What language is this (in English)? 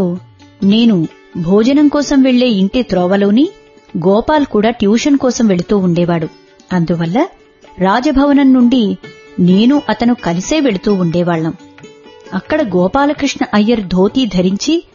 Telugu